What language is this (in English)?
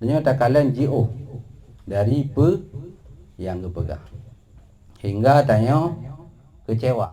Achinese